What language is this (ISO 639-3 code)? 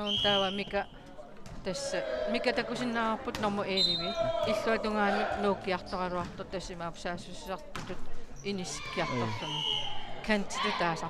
kal